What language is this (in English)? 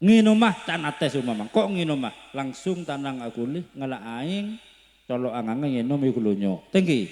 Madurese